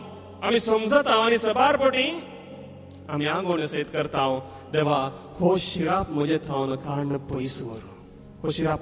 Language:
Konkani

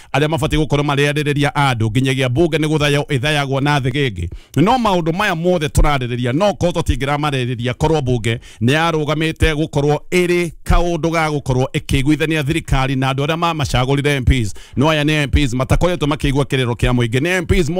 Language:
Kikuyu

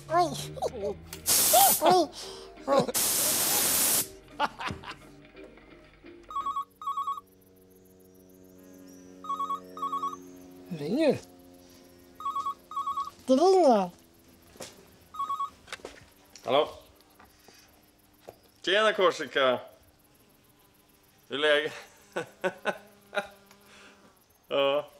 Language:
Swedish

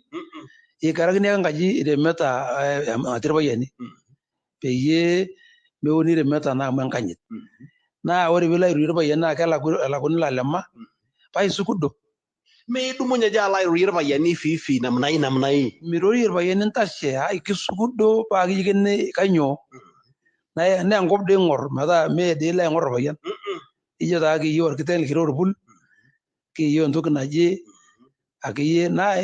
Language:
Masai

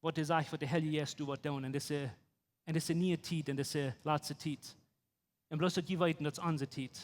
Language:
Plautdietsch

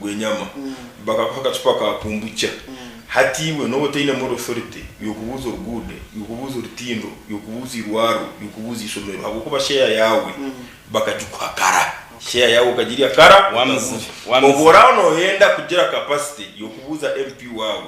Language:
Nyankole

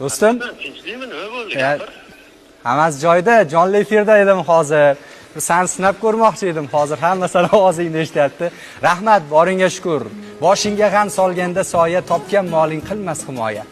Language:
Uzbek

